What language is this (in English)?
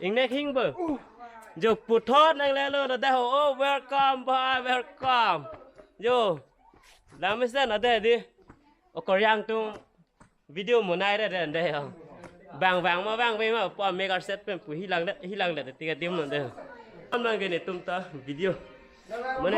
Karbi